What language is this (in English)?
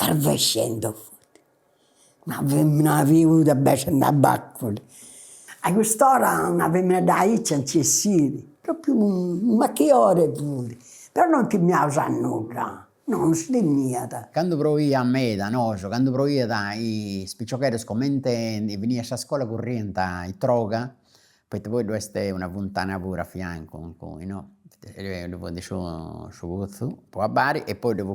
Sardinian